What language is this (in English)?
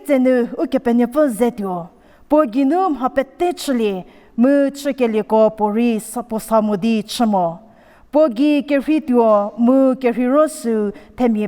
Angami Naga